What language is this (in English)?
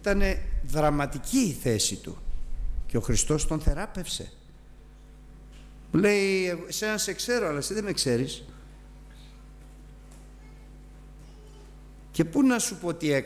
Greek